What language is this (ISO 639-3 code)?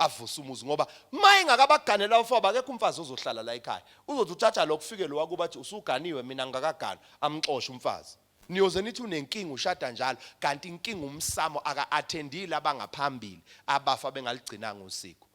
zul